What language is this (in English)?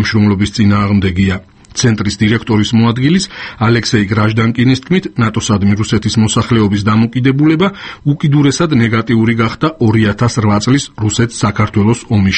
Georgian